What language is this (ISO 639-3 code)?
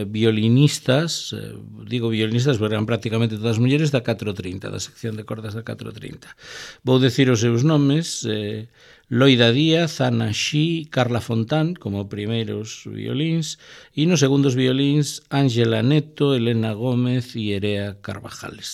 glg